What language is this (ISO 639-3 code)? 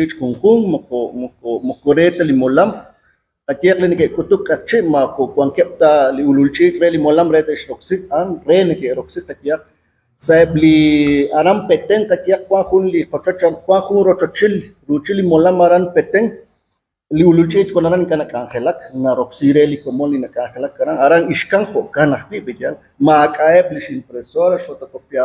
kek